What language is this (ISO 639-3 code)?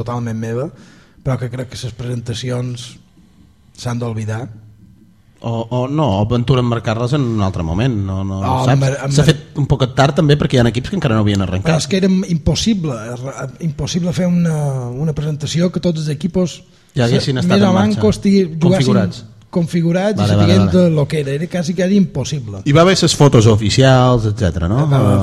cat